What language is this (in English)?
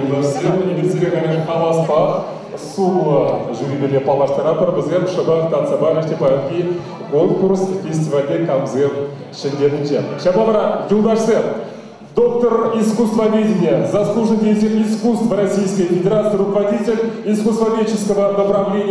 Chuvash